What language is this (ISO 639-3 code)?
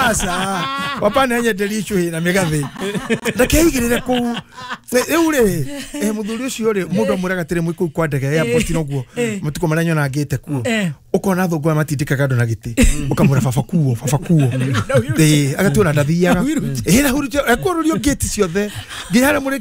kik